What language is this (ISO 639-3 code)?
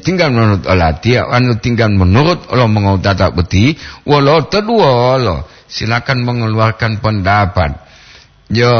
gor